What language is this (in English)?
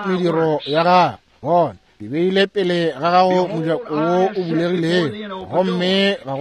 Northern Sotho